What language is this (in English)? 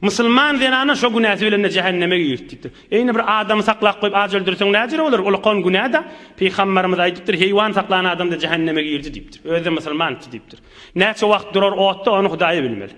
Turkmen